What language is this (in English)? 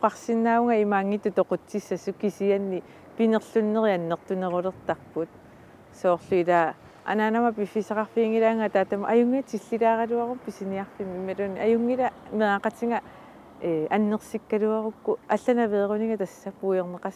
Kalaallisut